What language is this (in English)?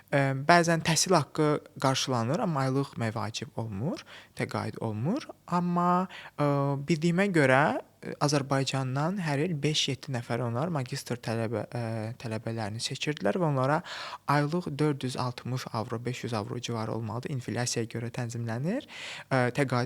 Azerbaijani